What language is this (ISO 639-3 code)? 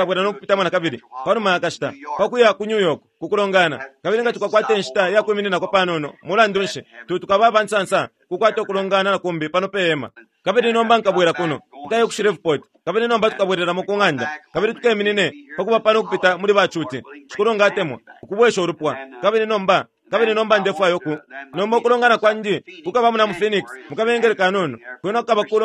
bem